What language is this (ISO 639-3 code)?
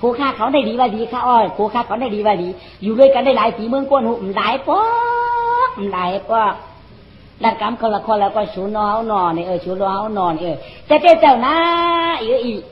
shn